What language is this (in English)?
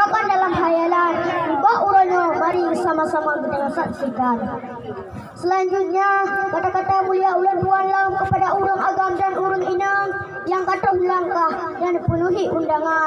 Achinese